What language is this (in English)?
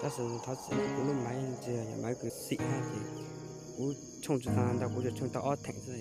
Hmong